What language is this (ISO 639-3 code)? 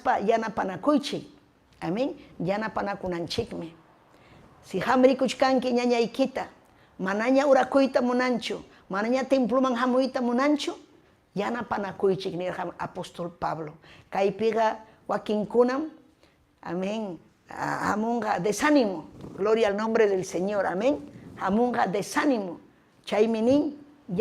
quy